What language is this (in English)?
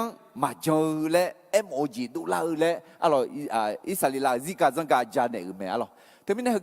Akha